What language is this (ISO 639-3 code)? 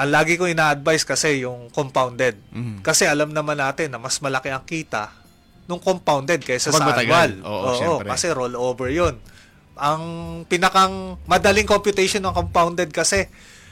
fil